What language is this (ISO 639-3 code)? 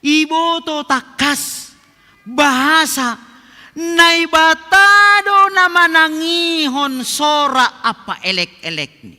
bts